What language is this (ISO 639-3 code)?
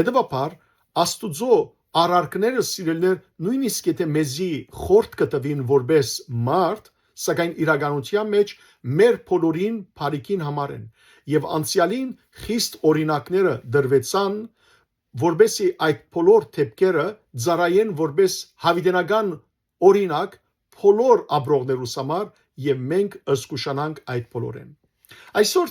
hyw